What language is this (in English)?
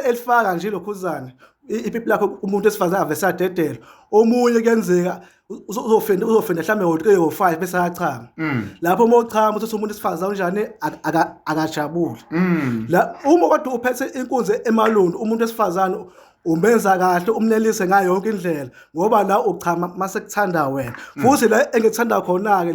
Zulu